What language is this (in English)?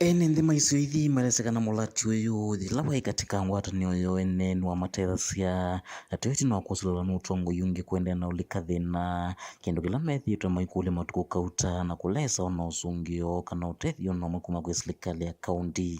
Kamba